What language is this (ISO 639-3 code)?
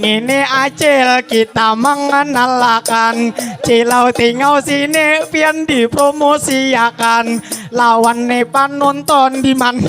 bjn